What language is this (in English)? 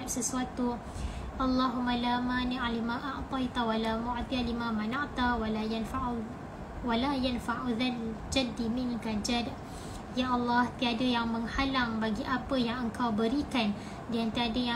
Malay